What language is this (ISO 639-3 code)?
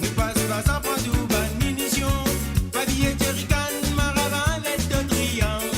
mfe